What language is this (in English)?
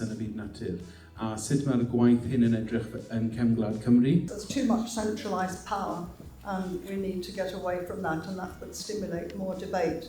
Welsh